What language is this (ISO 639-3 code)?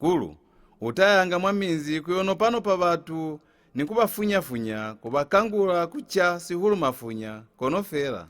loz